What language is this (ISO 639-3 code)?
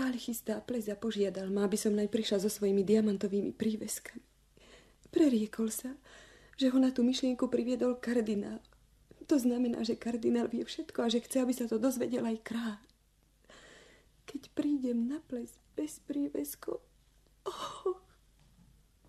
slk